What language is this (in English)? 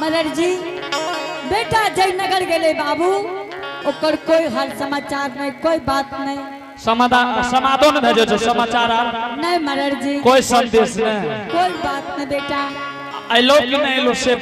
Angika